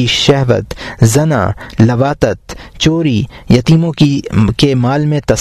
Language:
Urdu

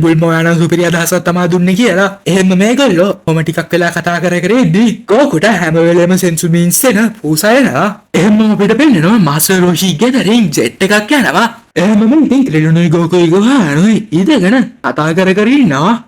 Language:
Sinhala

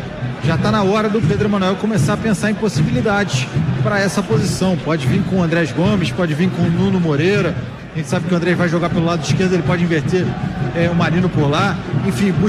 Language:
Portuguese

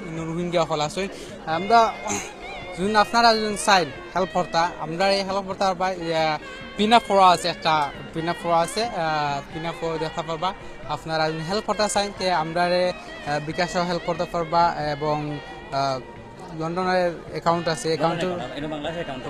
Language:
Sylheti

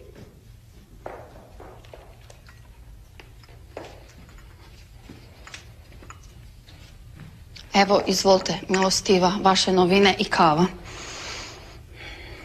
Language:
Croatian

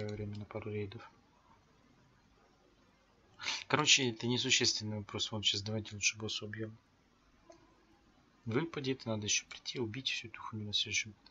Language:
Russian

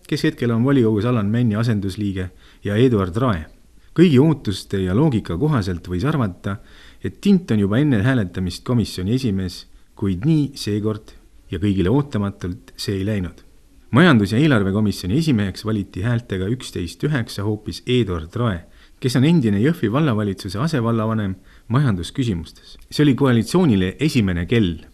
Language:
Estonian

